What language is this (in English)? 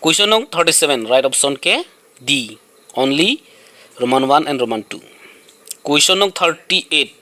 Karbi